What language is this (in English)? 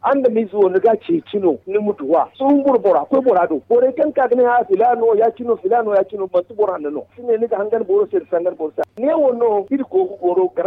Zarma